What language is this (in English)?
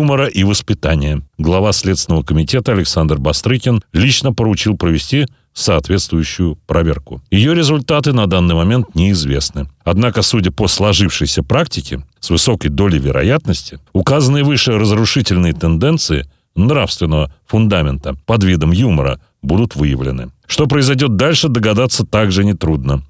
Russian